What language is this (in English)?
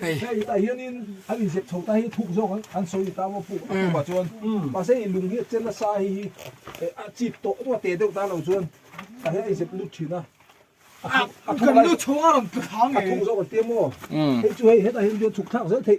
Mizo